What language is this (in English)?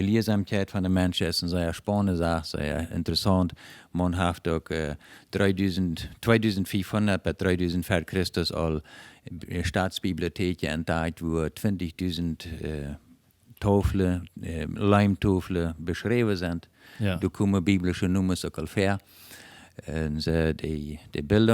Plautdietsch